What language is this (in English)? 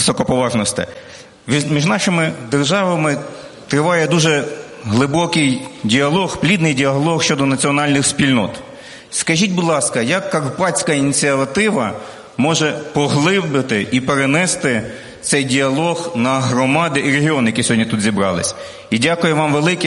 Ukrainian